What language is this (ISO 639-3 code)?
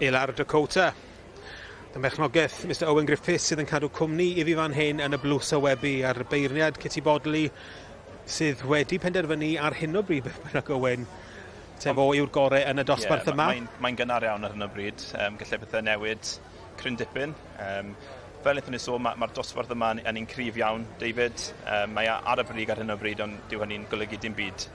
cym